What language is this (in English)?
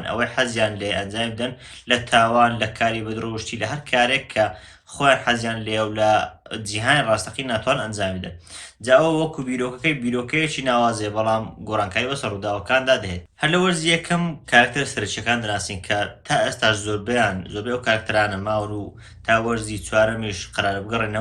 Central Kurdish